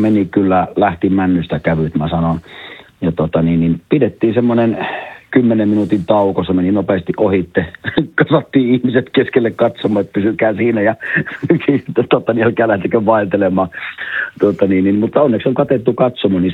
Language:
Finnish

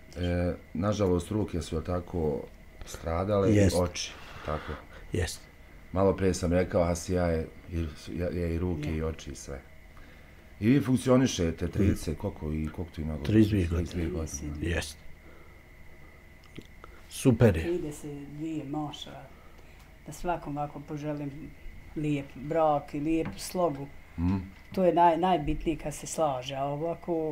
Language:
Bosnian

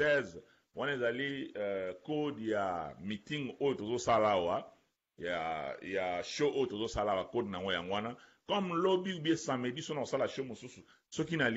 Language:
Lingala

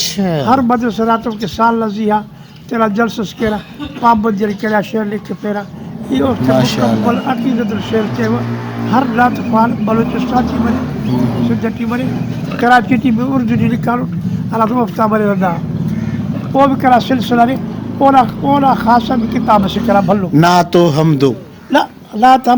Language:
Brahui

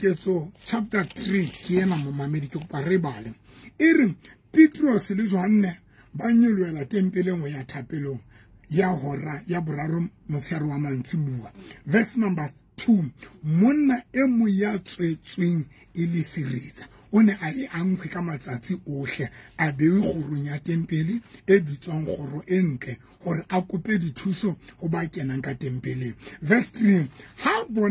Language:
Southern Sotho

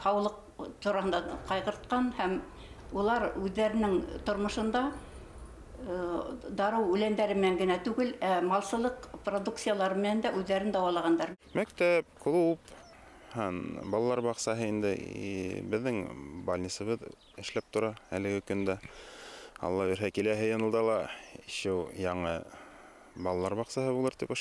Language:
Bashkir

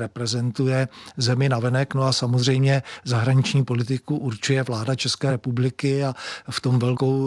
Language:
Czech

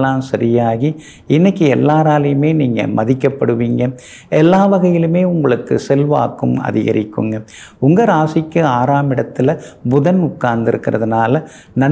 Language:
Tamil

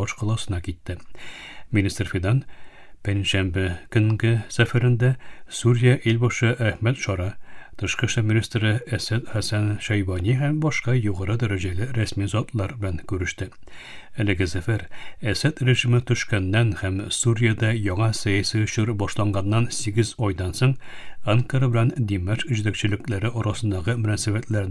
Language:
Tatar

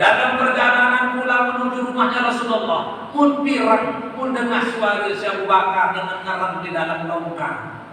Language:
Sasak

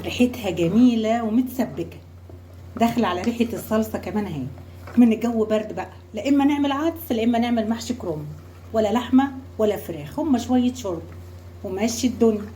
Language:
Egyptian Arabic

